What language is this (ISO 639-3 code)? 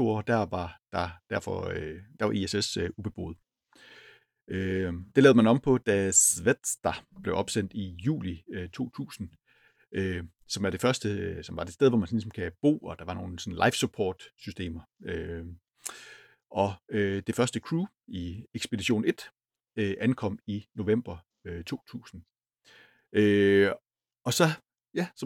dan